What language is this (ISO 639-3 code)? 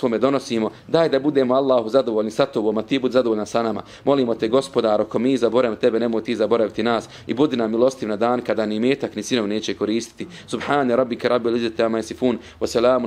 bos